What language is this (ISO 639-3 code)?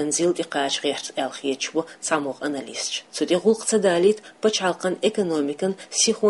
che